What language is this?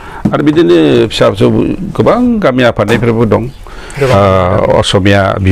Bodo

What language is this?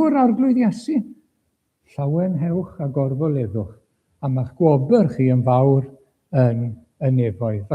Welsh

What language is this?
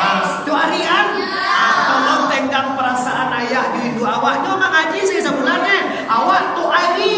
Minangkabau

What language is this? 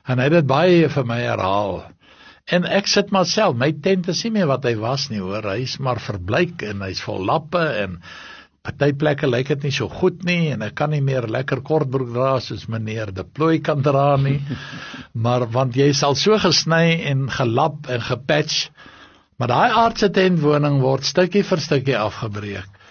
Afrikaans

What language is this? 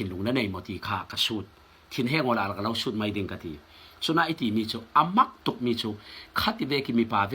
Falam Chin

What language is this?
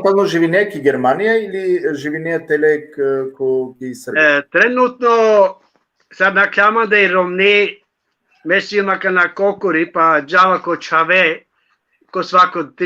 Balkan Romani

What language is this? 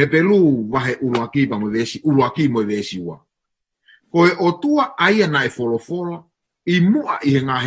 Tongan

